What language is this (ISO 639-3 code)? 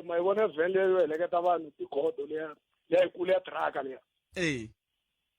tso